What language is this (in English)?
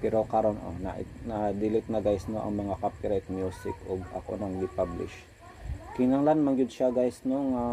Cebuano